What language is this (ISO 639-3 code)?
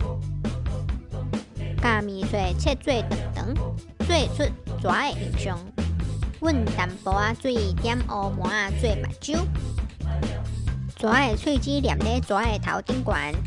nan